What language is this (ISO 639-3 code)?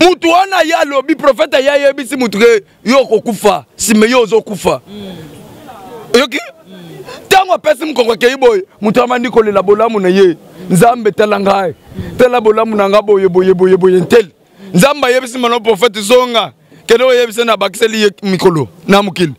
lin